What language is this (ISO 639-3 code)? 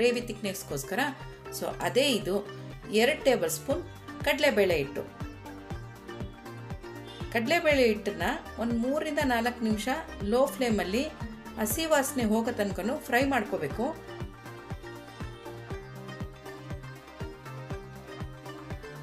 kan